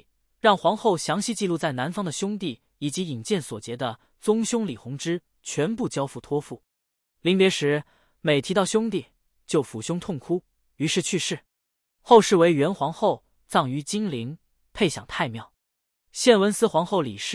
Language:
Chinese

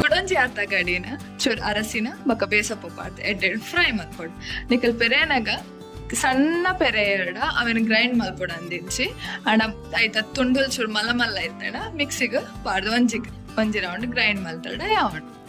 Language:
Tulu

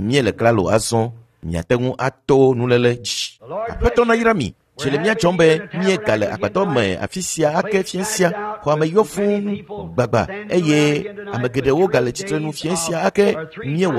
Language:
Ewe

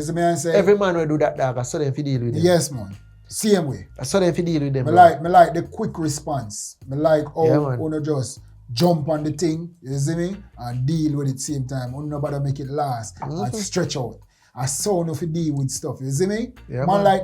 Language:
Jamaican Creole English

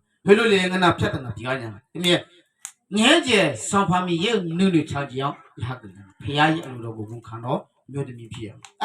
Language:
Akha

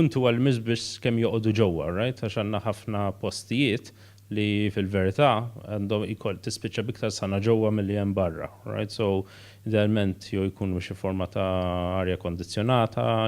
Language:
Maltese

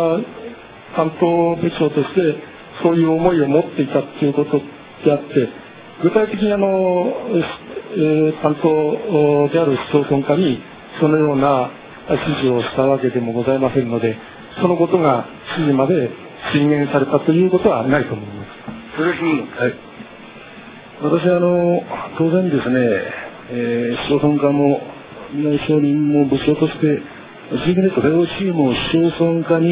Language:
Japanese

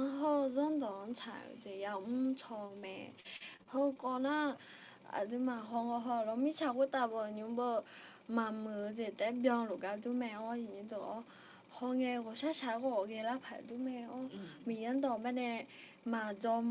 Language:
Akha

